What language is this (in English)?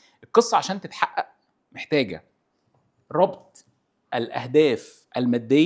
Egyptian Arabic